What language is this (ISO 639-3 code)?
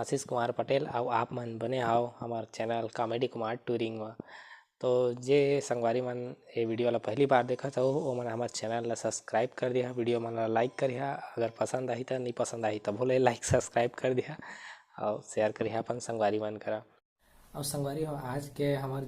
hne